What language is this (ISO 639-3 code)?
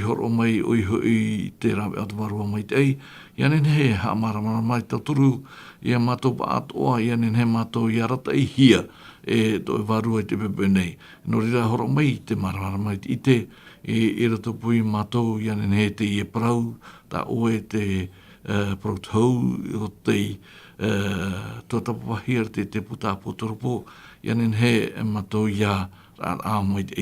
tah